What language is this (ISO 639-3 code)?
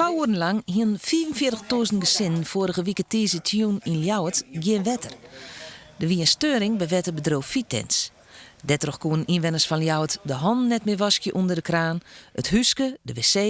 fry